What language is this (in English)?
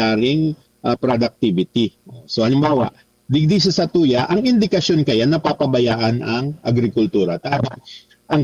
Bikol